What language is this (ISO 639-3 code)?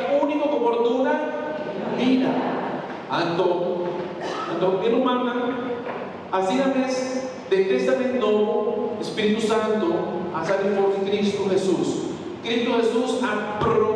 pap